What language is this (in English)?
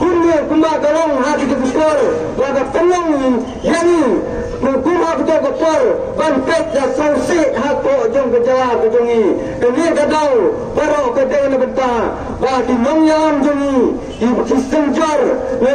Khasi